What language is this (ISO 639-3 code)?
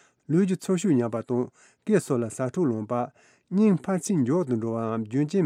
bod